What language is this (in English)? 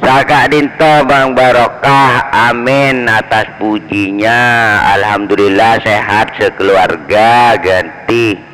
Madurese